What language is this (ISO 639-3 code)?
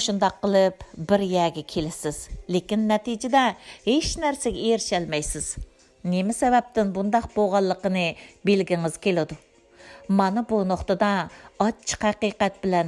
uig